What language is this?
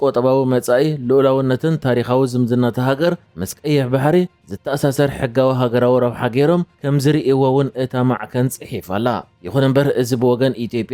Tigrinya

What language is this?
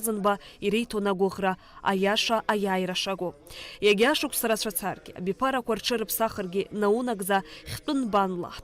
Abkhazian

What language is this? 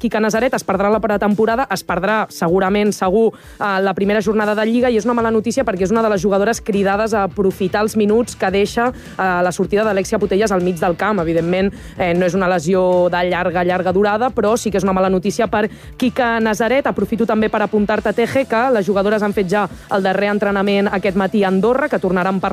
Catalan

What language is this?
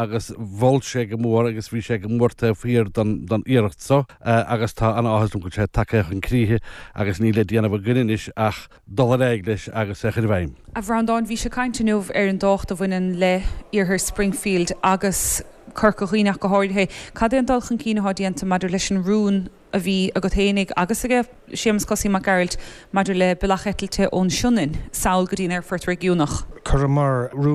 Irish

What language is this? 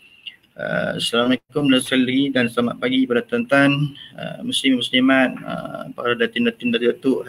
Malay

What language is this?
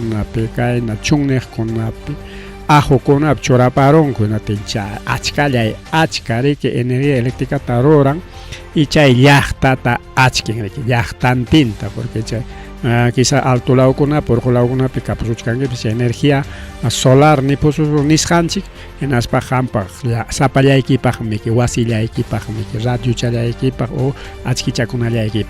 Ayacucho Quechua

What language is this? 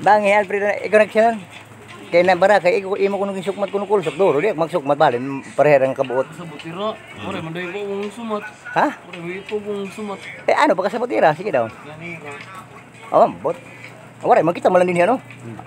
Waray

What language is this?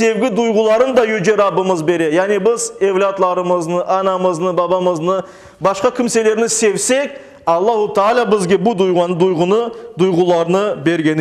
Crimean Tatar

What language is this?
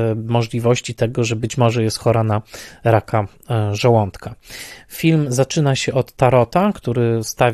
Polish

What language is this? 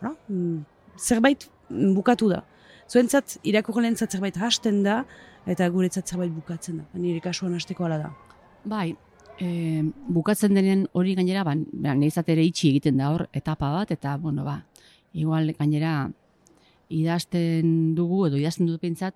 Basque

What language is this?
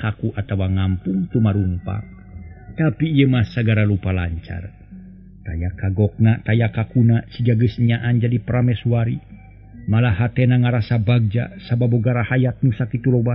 Sundanese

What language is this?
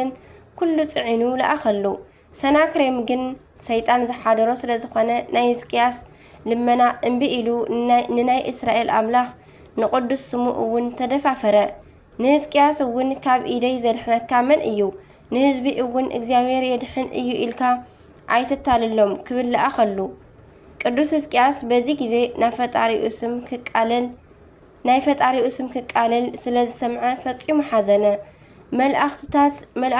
Tigrinya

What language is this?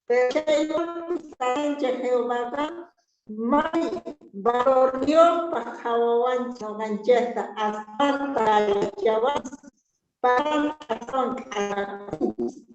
Quechua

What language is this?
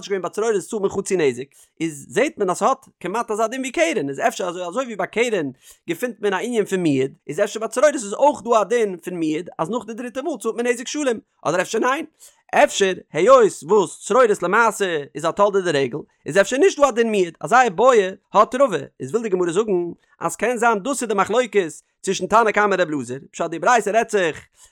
Yiddish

